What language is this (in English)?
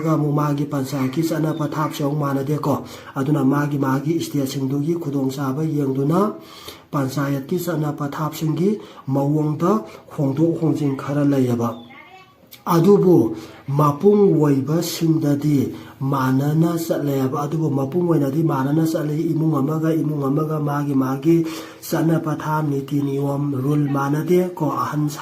Manipuri